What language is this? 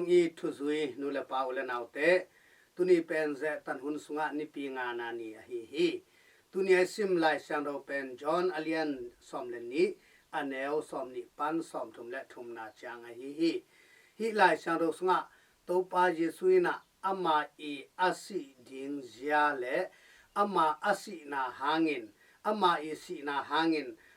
Tedim Chin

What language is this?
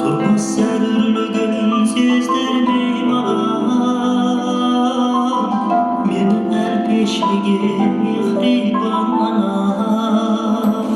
Kara-Kalpak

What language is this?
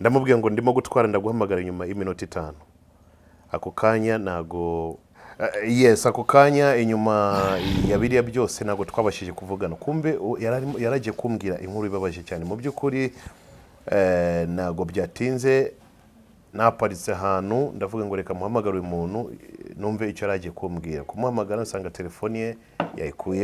Kinyarwanda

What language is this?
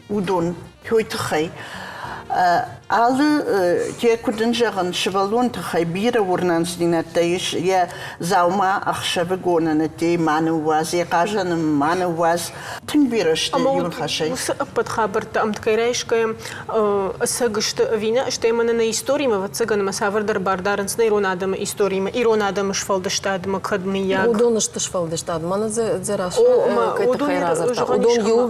Ossetic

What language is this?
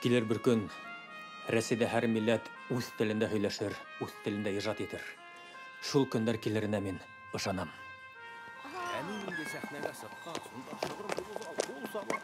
Bashkir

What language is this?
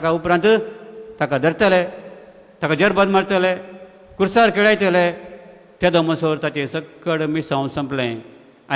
Konkani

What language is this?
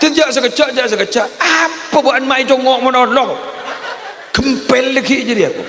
Madurese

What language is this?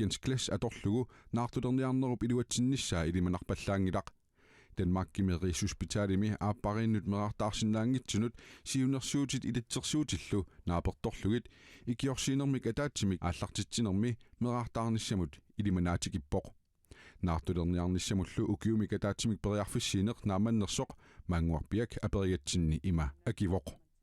Kalaallisut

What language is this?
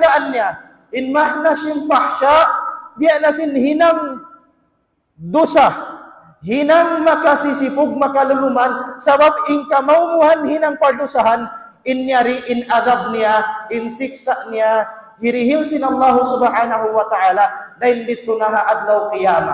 Tausug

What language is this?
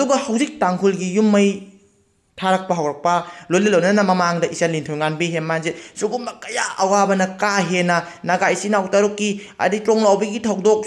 Manipuri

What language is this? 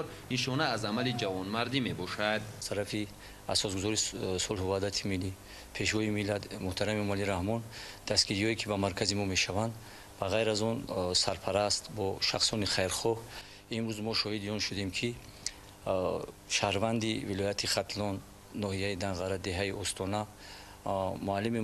Tajik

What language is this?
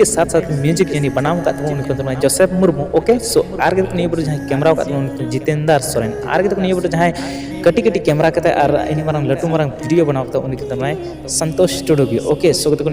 Santali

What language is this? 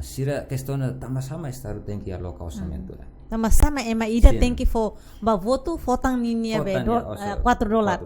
Tetum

